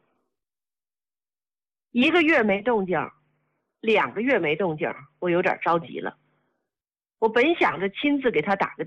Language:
Chinese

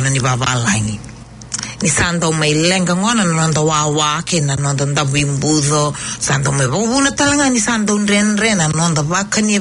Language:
Fijian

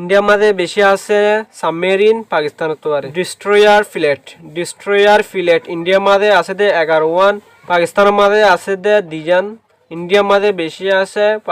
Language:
Rohingya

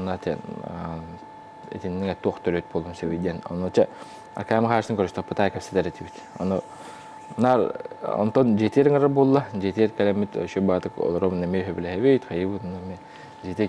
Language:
Yakut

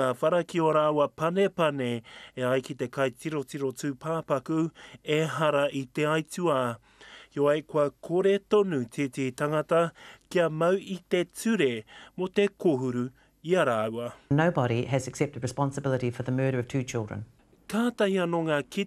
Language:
Māori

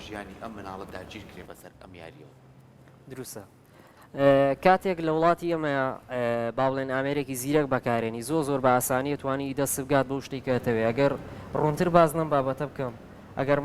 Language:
Central Kurdish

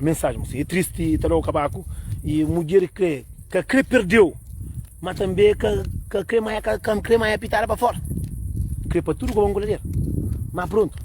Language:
Kabuverdianu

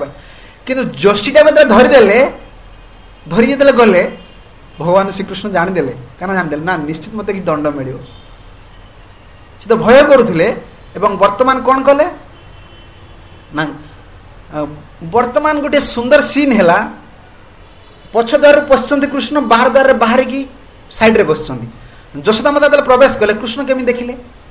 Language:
Odia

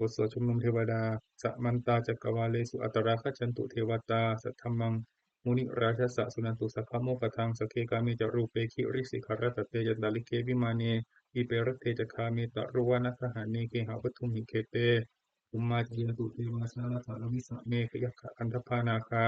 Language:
Pali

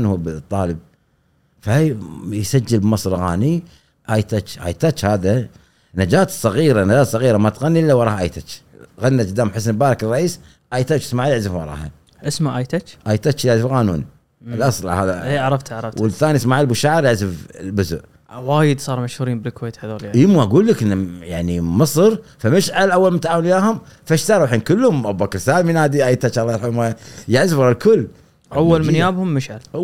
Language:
Gulf Arabic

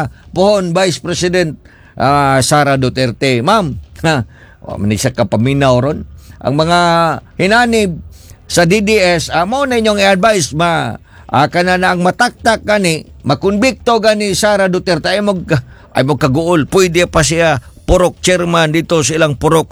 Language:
Cebuano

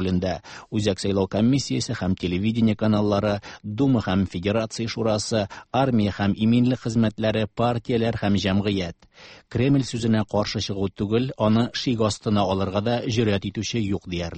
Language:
Tatar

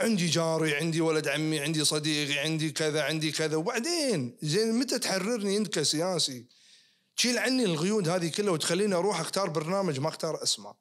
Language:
Najdi Arabic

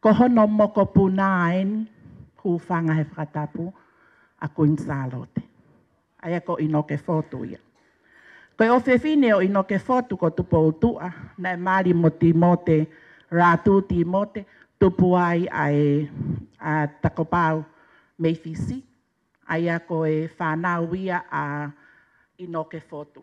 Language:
Tongan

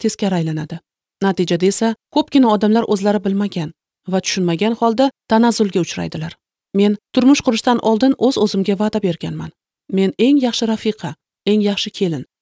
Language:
Uzbek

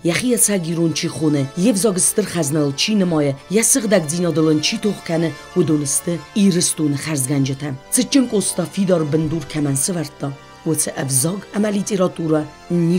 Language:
Ossetic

